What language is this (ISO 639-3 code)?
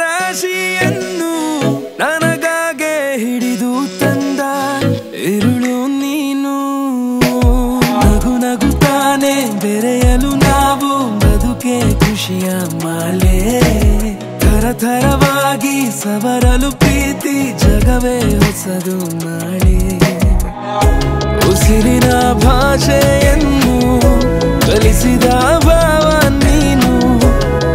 kan